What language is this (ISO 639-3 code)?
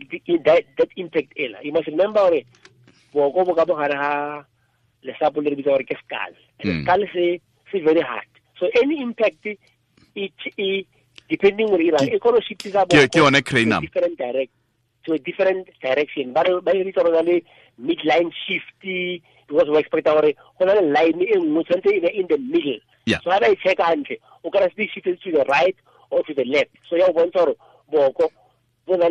tsn